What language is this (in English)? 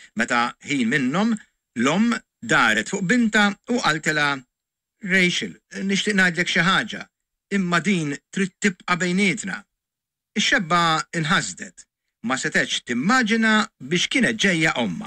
Maltese